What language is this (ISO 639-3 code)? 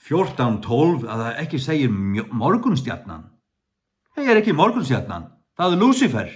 fao